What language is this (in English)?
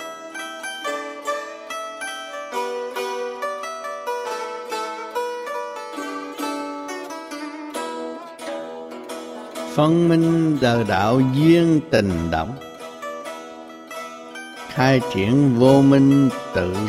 Vietnamese